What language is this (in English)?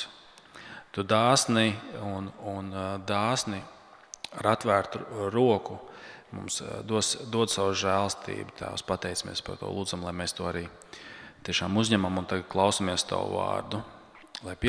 Latvian